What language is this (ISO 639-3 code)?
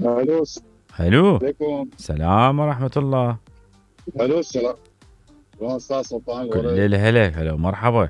acm